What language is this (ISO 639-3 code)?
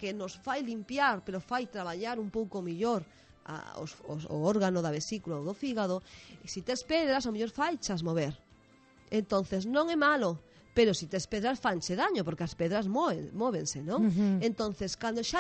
glg